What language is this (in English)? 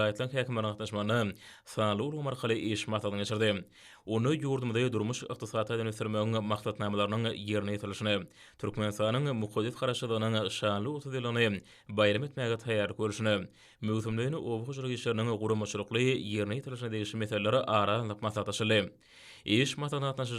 Turkmen